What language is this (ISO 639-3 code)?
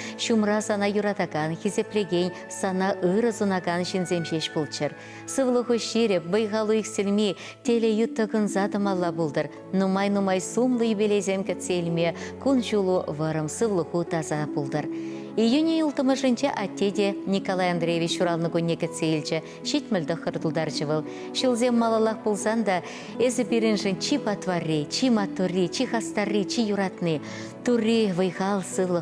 chv